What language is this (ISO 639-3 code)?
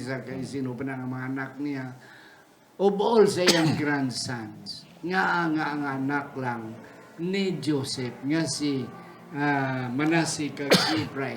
hil